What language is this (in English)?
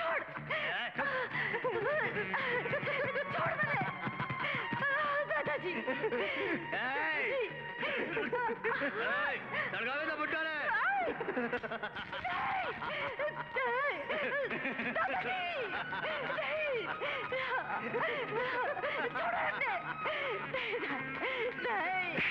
Gujarati